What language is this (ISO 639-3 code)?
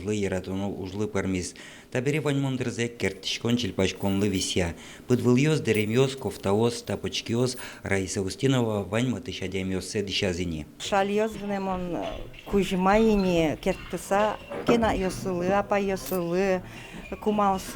udm